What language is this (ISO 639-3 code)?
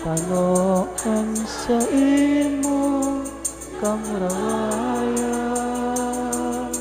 bik